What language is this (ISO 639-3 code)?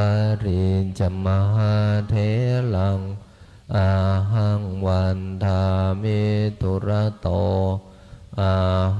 pli